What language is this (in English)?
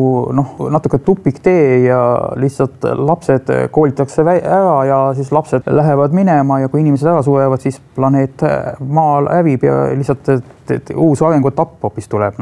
Estonian